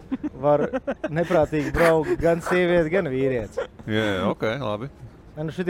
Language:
Latvian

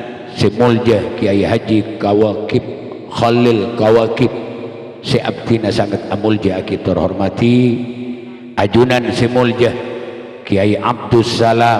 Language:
Madurese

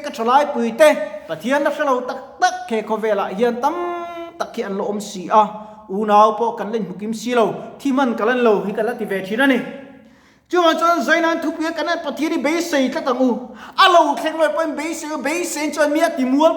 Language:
Mizo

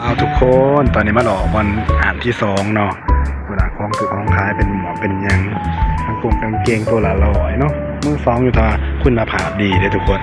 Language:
Northeastern Thai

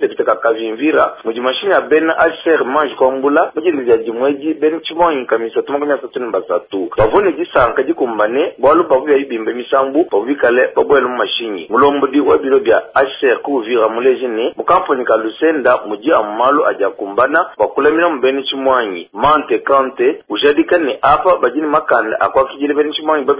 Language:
Luba-Lulua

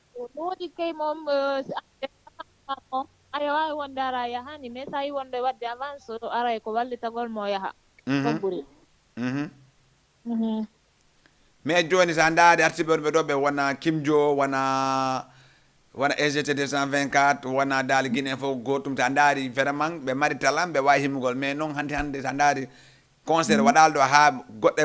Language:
Fula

